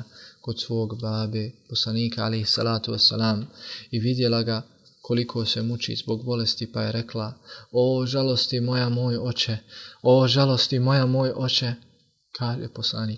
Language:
Bosnian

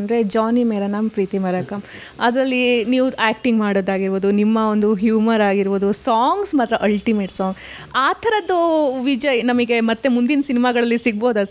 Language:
Kannada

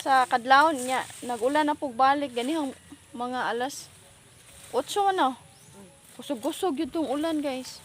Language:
Cebuano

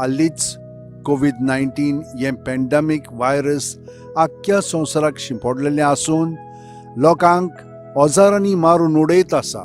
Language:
Konkani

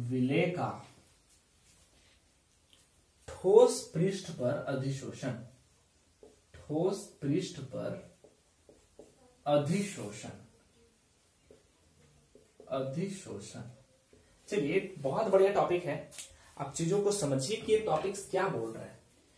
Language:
Hindi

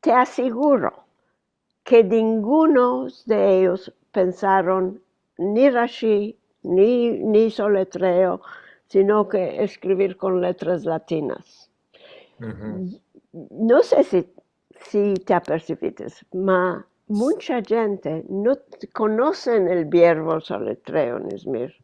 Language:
Ladino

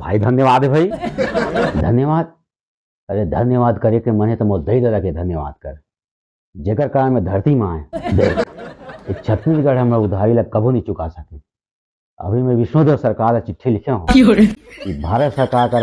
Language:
Chhattisgarhi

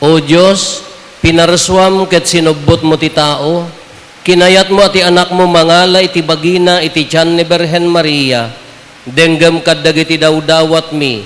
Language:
Iloko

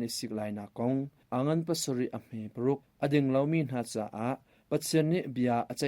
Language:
Hakha Chin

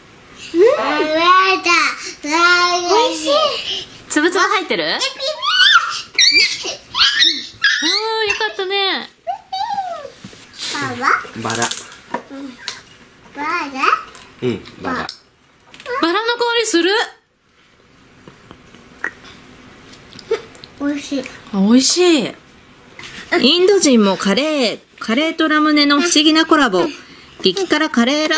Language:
Japanese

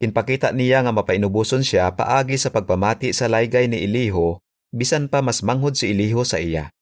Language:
Hiligaynon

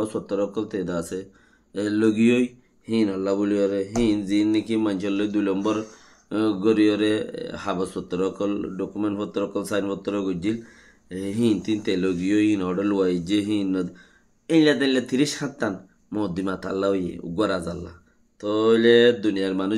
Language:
Rohingya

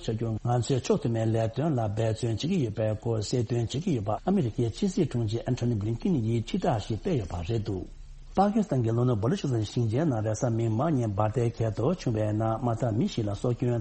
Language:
Tibetan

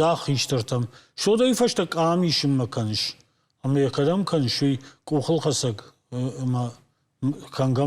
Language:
Ossetic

